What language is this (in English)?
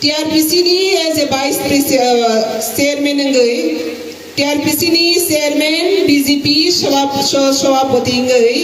Kok Borok